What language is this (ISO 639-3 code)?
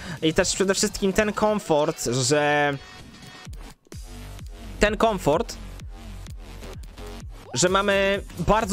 pol